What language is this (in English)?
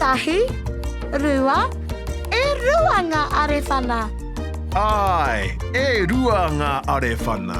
Māori